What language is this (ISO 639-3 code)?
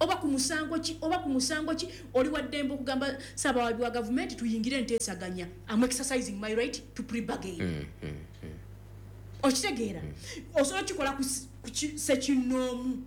lug